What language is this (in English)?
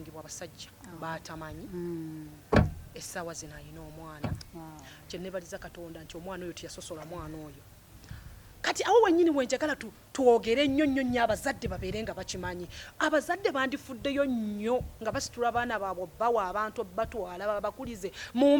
Ganda